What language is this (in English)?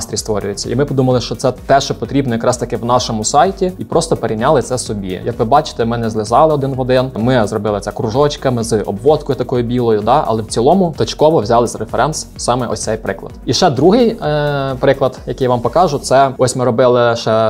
Ukrainian